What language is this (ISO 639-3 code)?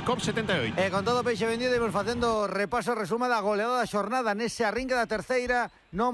glg